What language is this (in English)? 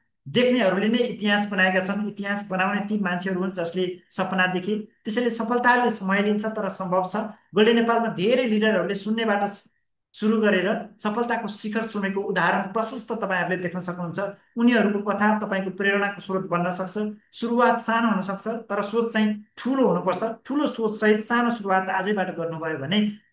Nepali